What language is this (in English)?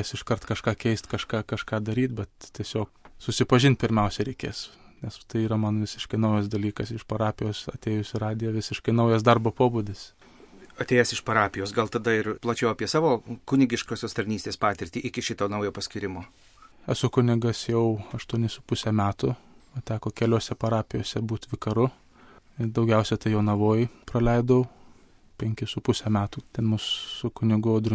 Lithuanian